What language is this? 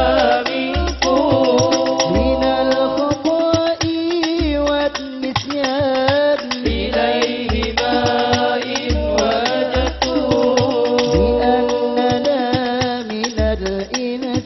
Madurese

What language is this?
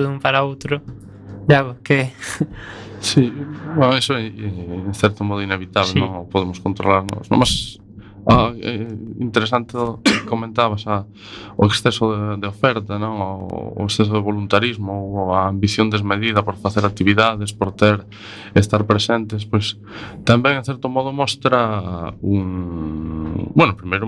Galician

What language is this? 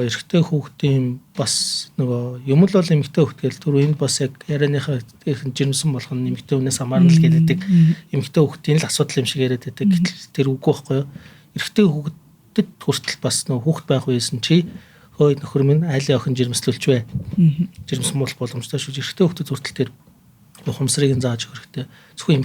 Mongolian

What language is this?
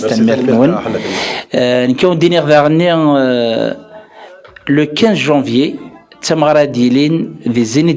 Kabyle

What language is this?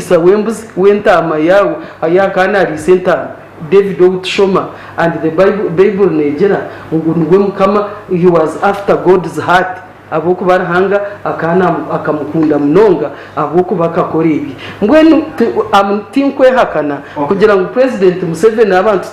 Nyankole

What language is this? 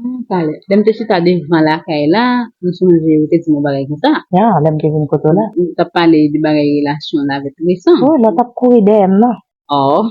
Haitian Creole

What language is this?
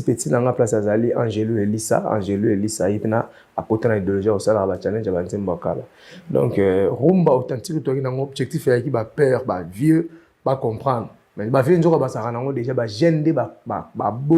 Lingala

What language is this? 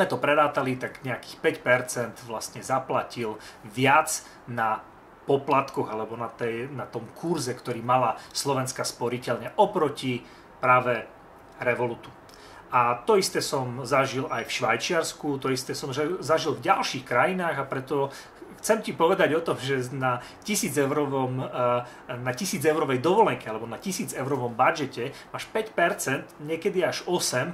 Slovak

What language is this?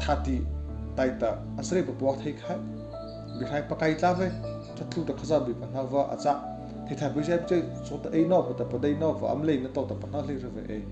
Mara Chin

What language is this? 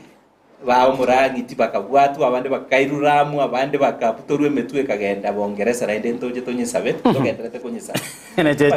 Gusii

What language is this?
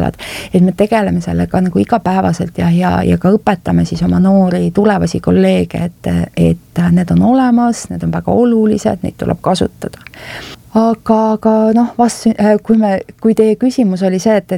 Estonian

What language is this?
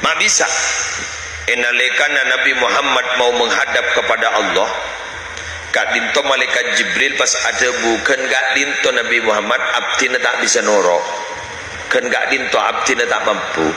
Madurese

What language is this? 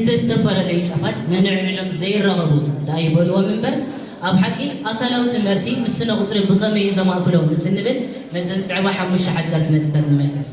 Tigrinya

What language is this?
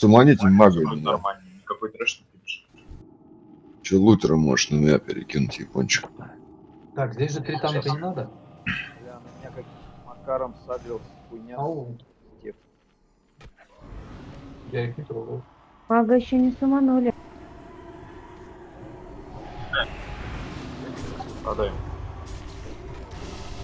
Russian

